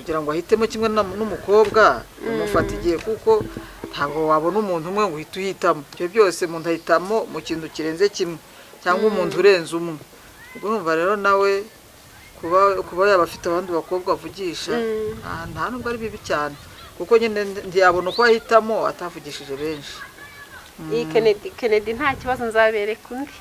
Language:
Kinyarwanda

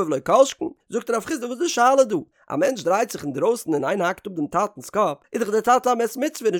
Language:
Yiddish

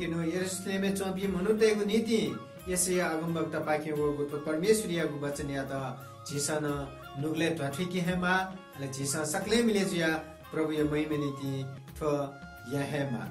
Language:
Newari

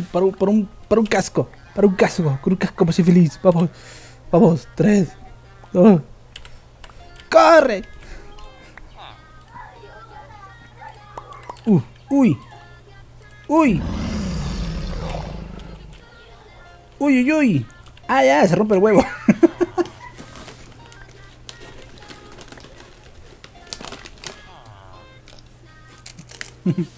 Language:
Spanish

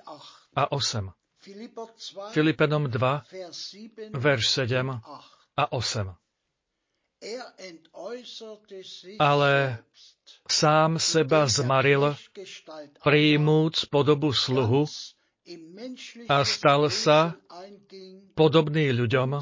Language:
Slovak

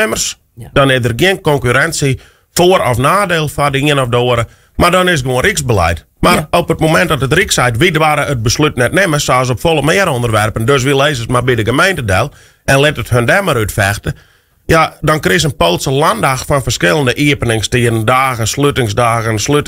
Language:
Western Frisian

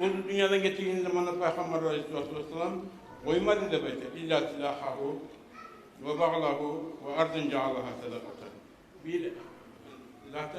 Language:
Kumyk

